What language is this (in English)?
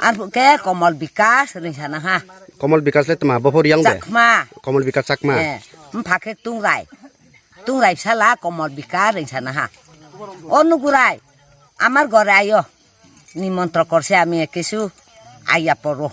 Kok Borok